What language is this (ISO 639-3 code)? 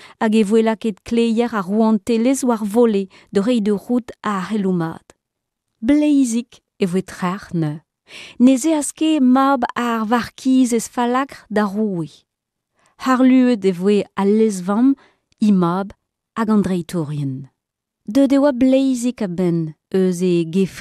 bre